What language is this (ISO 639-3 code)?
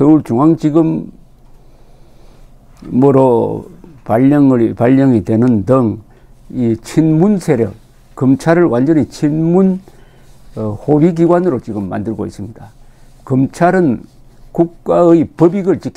kor